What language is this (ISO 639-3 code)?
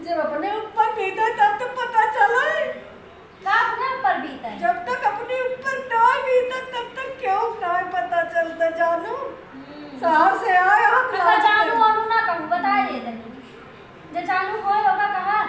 awa